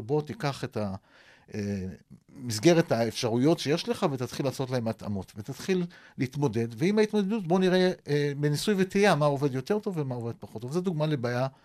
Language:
Hebrew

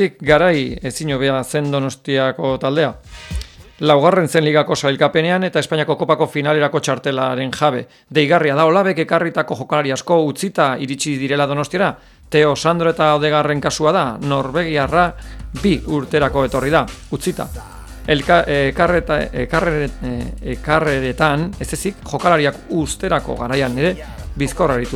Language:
Basque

